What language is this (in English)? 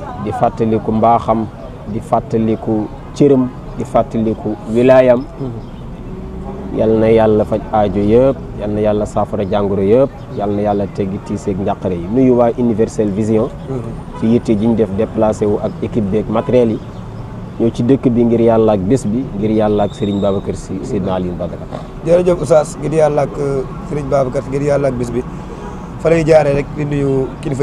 Wolof